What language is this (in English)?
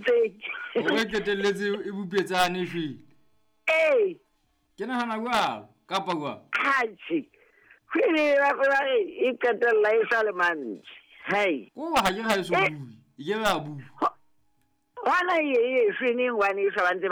Southern Sotho